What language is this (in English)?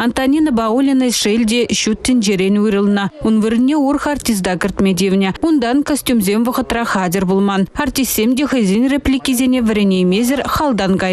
Chuvash